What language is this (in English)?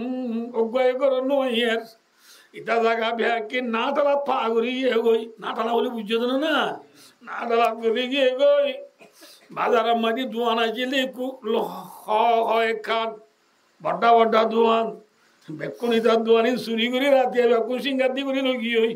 Rohingya